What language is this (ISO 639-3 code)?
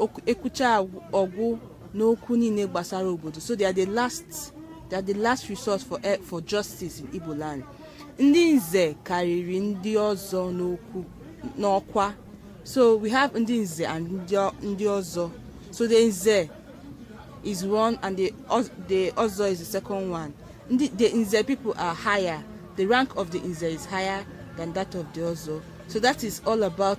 ibo